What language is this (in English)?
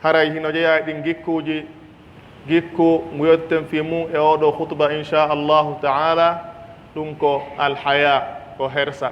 Pular